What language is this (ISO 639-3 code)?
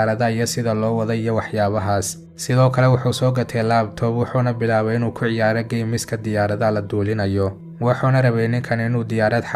som